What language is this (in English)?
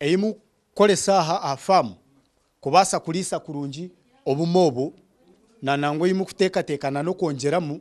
Nyankole